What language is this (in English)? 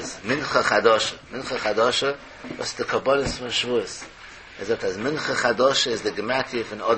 Yiddish